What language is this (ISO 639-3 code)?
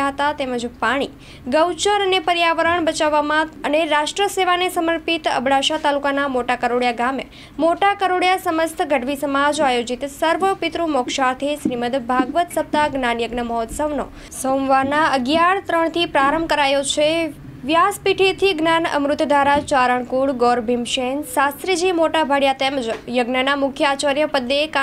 guj